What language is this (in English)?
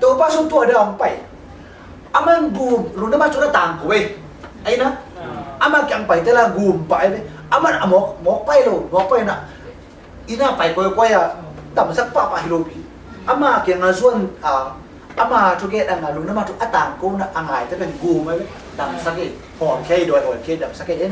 Tedim Chin